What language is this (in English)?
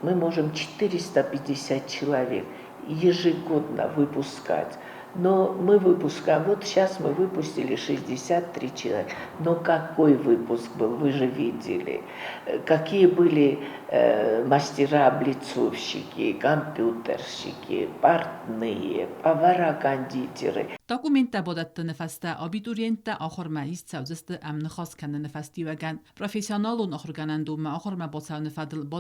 Ossetic